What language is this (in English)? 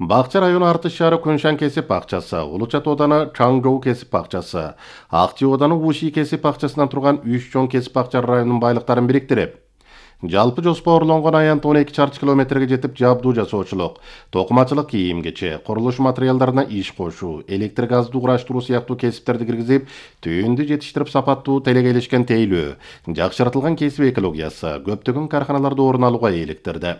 Kyrgyz